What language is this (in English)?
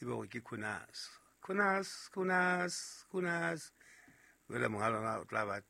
Southern Sotho